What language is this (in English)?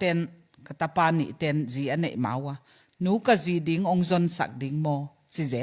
Tedim Chin